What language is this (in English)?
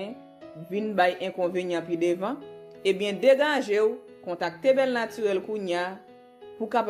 Haitian Creole